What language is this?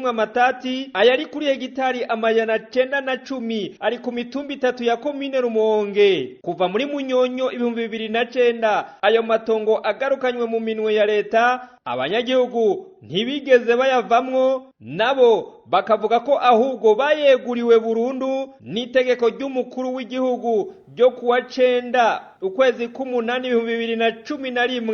Rundi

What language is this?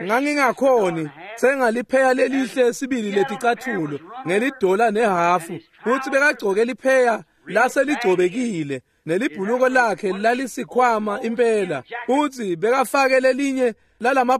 Swati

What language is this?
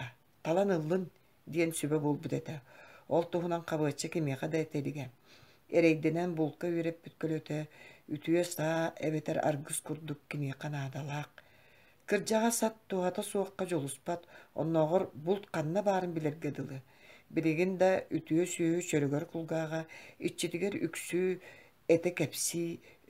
Yakut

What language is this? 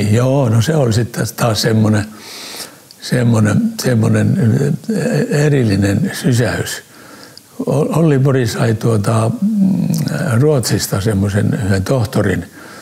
Finnish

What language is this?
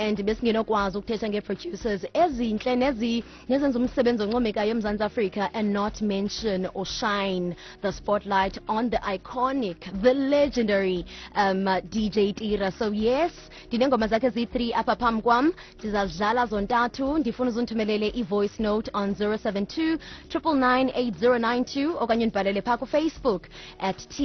Xhosa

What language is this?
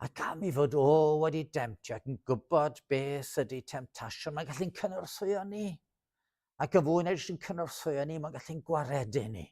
Welsh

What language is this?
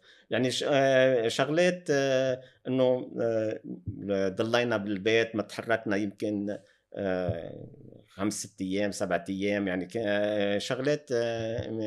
North Levantine Arabic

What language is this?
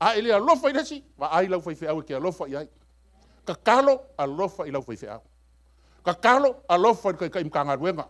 Samoan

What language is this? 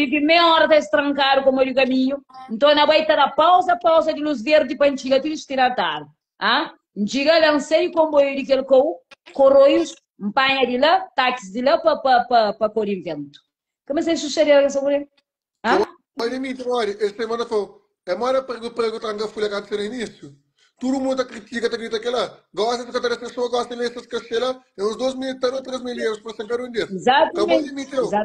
Kabuverdianu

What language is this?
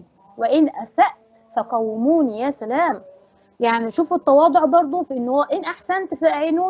Egyptian Arabic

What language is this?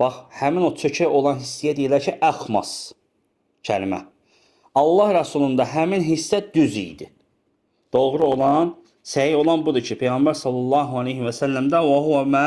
Azerbaijani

